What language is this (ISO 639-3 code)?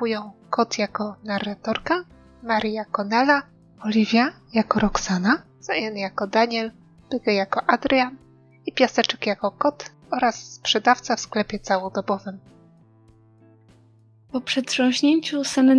pol